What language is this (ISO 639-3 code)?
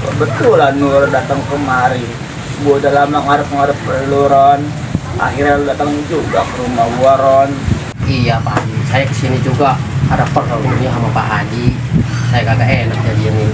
bew